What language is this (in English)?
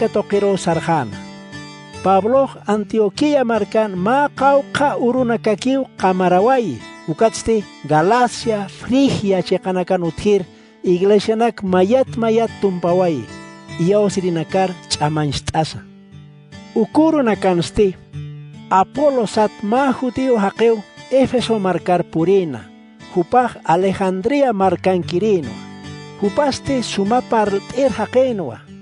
Aymara